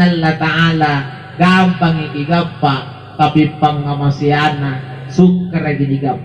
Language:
Makasar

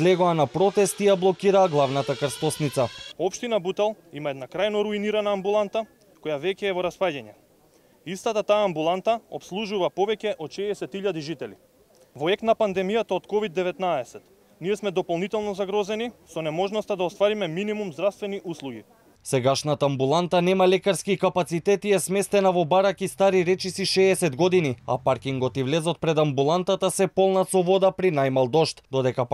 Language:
Macedonian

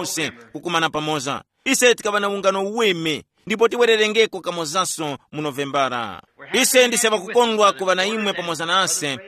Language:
Tumbuka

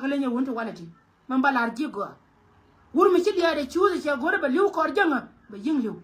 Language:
Nuer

